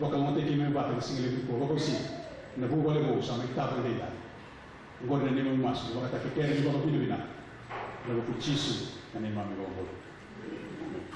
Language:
Fijian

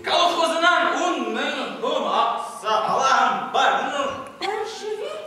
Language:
Bashkir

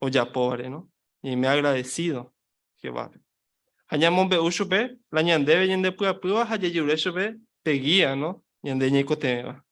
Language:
Guarani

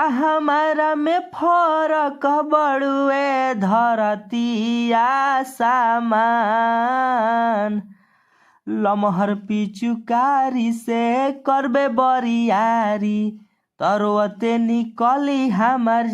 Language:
Bhojpuri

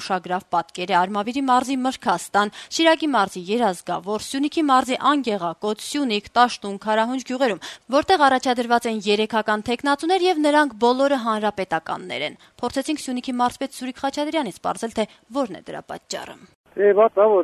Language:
Armenian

